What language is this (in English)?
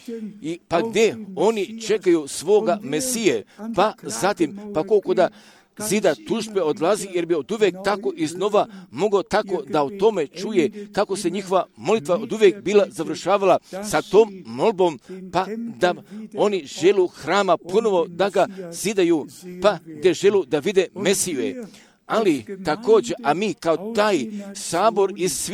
Croatian